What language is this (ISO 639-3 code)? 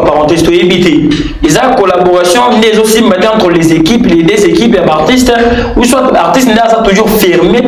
lin